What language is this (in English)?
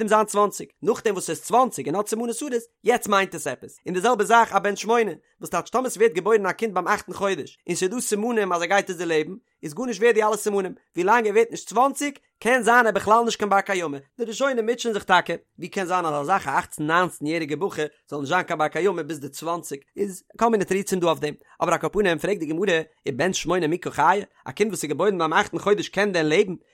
Yiddish